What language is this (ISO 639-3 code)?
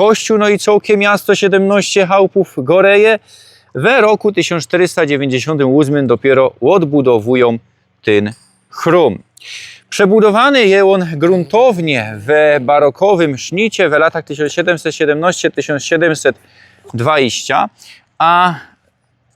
szl